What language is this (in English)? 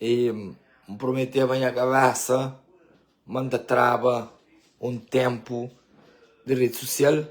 Kabuverdianu